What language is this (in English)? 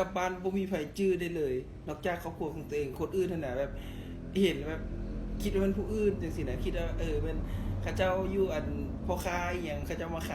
Lao